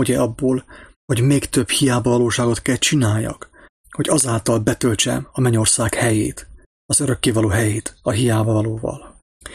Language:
Hungarian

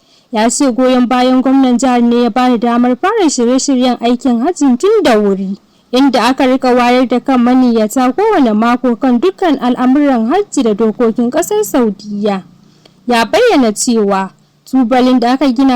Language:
Hausa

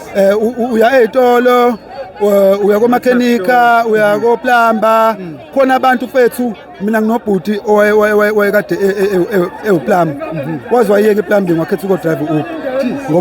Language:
Zulu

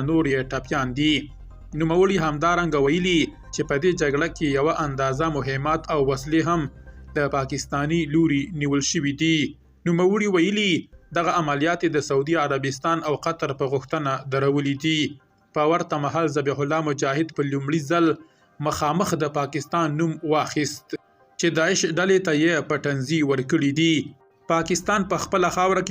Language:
Pashto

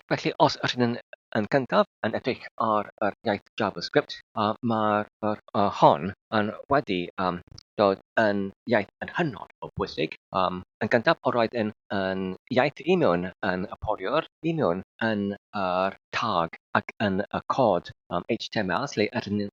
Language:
Welsh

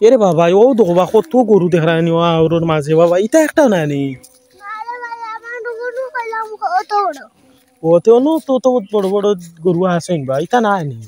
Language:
Sylheti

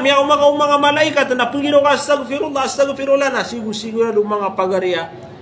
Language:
Maranao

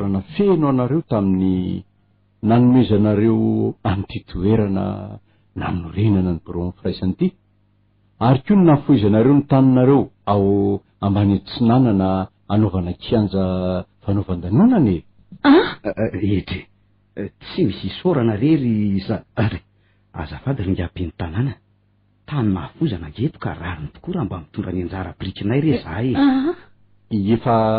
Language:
Malagasy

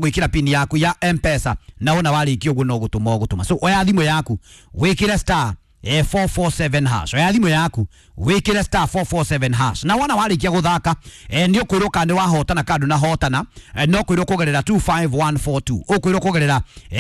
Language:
Kikuyu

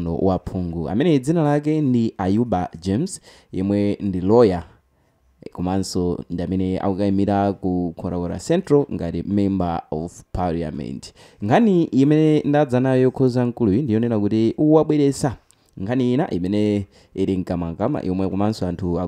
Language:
Nyanja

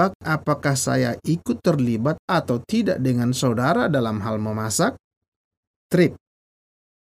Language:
Indonesian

